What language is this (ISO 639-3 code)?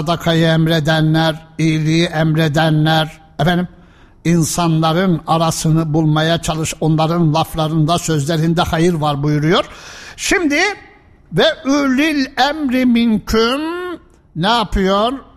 tur